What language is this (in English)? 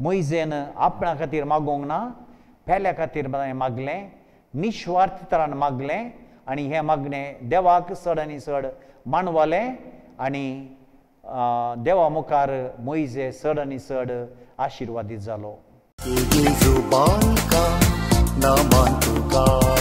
Konkani